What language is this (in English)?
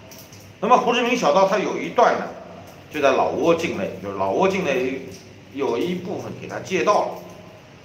Chinese